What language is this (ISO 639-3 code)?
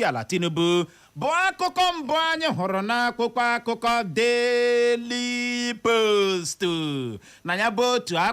ibo